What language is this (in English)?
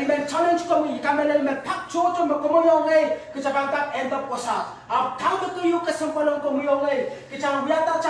Pohnpeian